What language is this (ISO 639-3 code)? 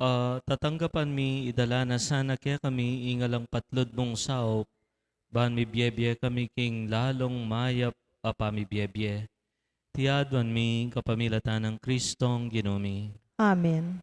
pam